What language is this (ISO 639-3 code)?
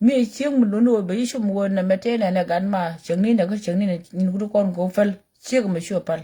nus